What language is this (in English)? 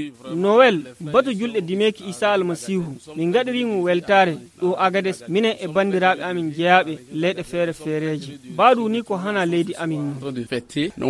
Nigerian Fulfulde